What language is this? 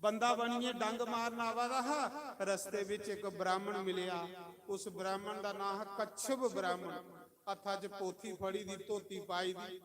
Dogri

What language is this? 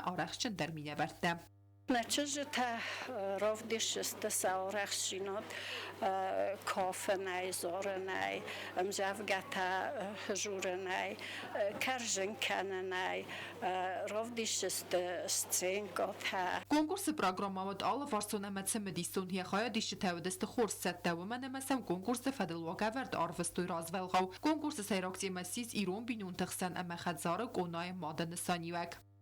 Ossetic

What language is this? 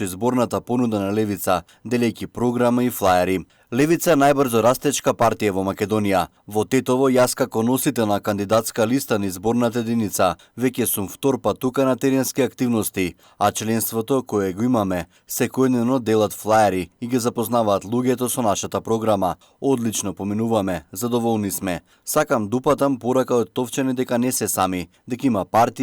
Macedonian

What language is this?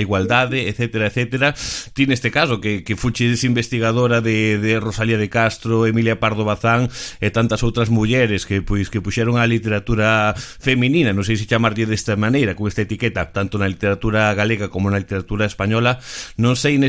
Galician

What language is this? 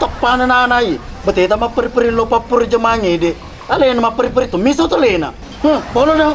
Buginese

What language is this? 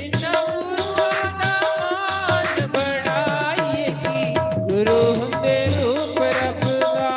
Dogri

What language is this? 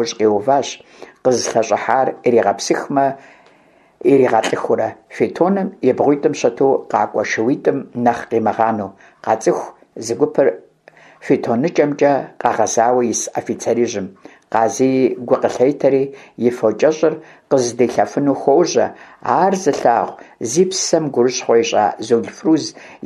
Kabardian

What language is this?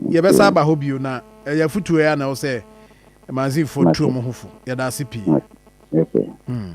Akan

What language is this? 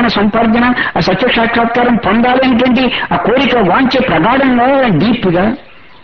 Telugu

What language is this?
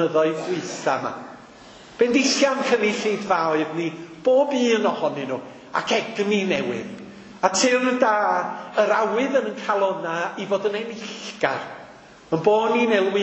Welsh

